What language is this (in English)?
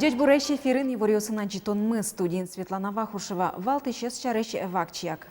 Udmurt